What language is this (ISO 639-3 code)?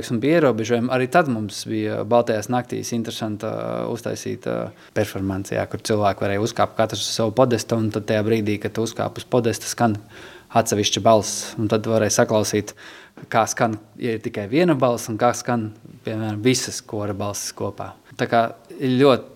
lav